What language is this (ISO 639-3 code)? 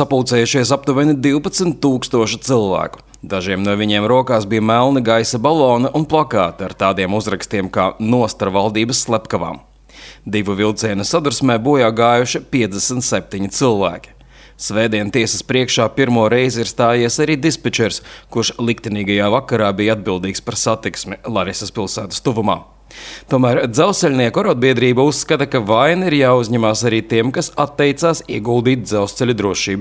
lav